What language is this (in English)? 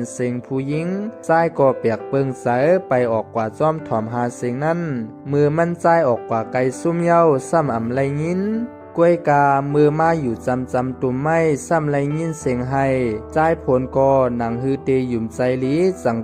Shan